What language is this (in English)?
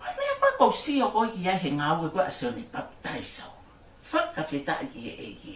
Tongan